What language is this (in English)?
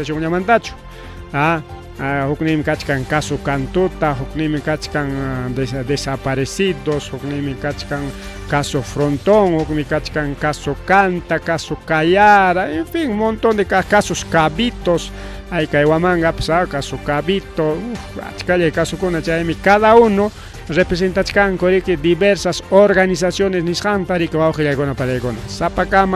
Ayacucho Quechua